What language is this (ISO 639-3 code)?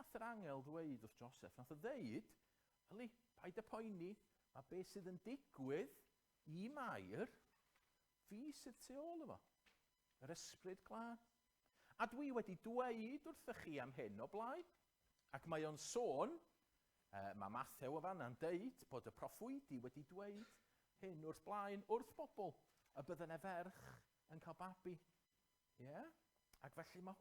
cym